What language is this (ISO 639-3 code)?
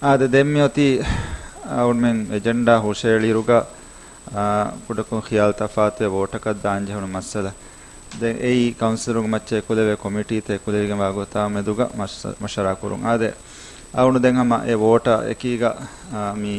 div